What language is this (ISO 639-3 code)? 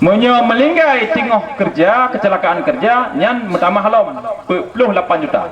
ace